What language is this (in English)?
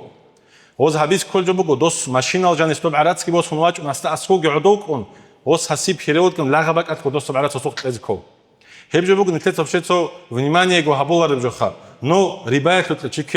Avaric